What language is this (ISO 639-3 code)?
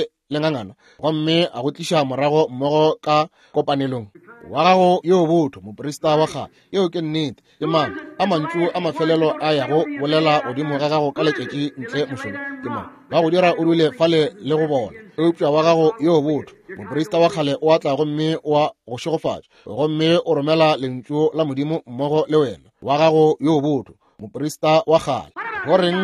nso